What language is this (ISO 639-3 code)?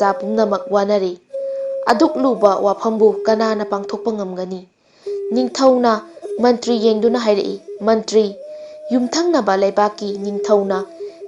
mni